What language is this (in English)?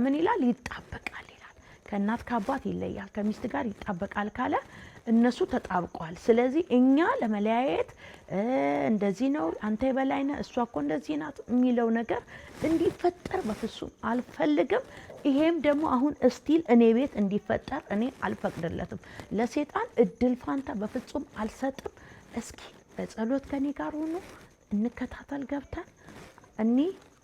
Amharic